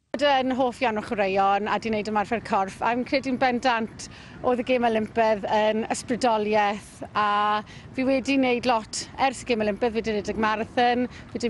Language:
Welsh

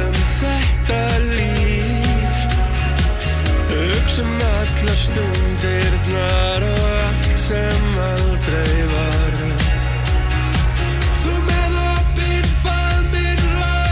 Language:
Icelandic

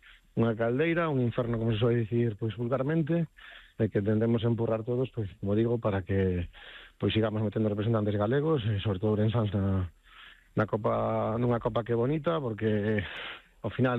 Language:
Galician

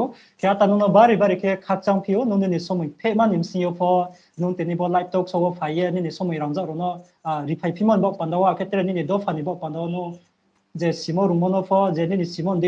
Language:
Riang (India)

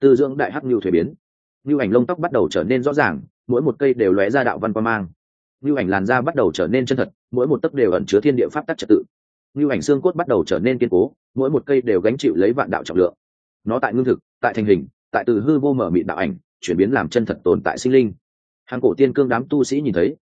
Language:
Vietnamese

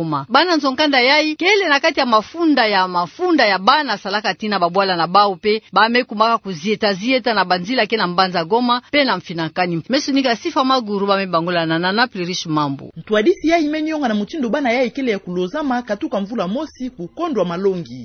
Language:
Kituba (Democratic Republic of Congo)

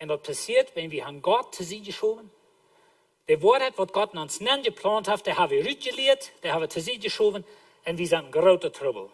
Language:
Plautdietsch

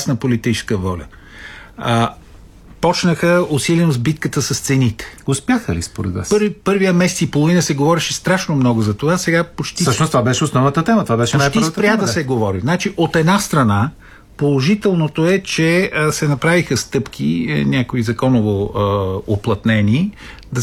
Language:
Bulgarian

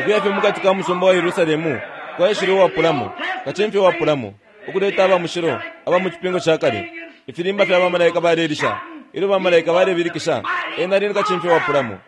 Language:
Bemba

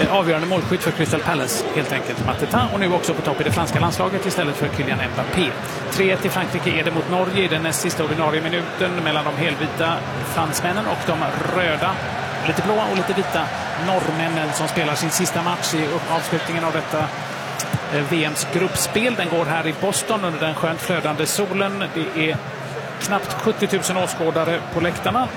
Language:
Swedish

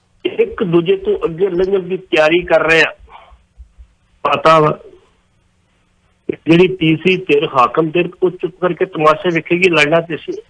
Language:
Punjabi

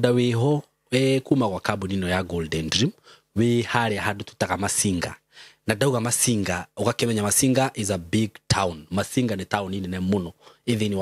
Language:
Kikuyu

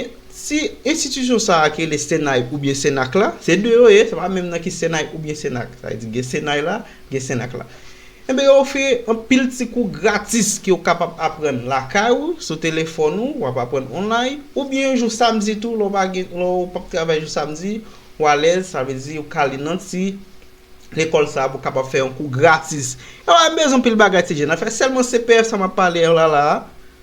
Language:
Haitian Creole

